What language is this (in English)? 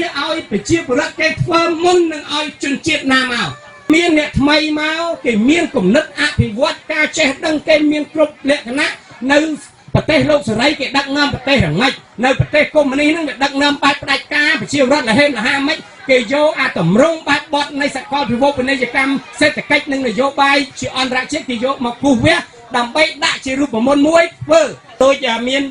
Khmer